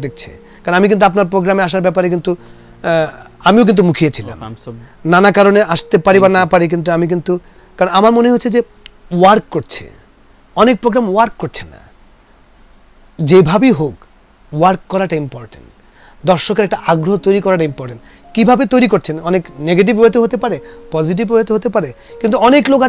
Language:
Bangla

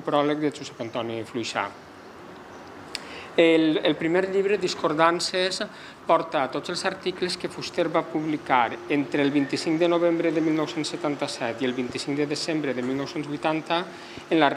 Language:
Catalan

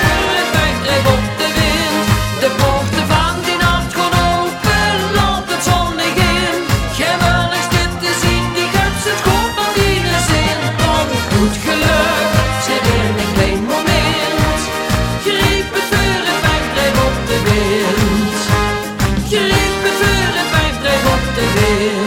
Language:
Limburgish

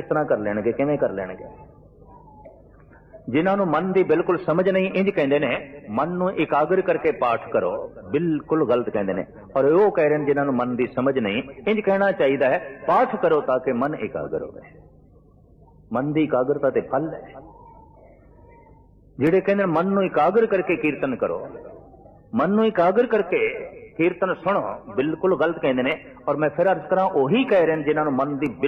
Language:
Punjabi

